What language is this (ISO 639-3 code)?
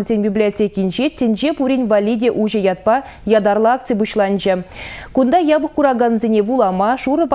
chv